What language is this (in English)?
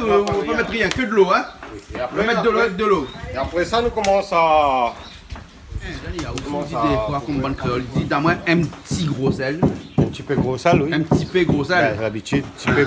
Réunion Creole French